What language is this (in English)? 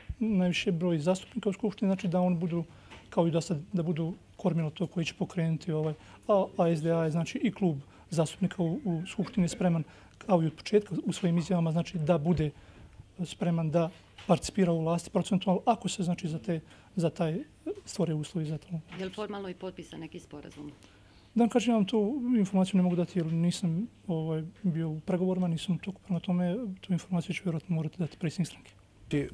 Bosnian